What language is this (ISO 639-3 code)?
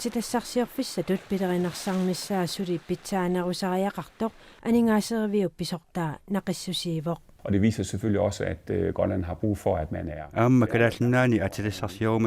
kal